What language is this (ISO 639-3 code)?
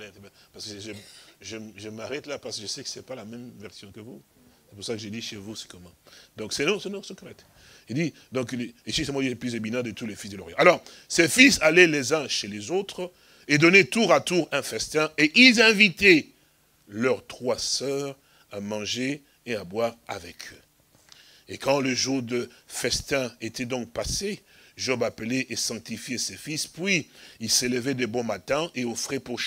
fra